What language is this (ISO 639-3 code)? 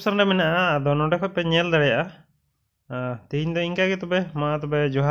sat